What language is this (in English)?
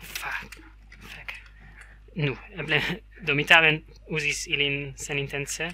Esperanto